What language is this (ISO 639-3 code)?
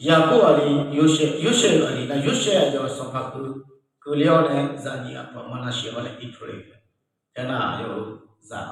ahk